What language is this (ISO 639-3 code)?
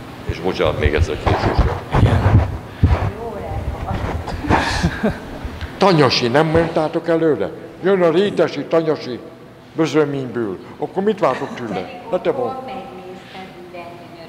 hun